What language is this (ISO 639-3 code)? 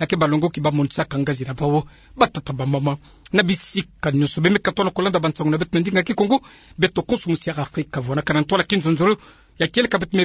ktu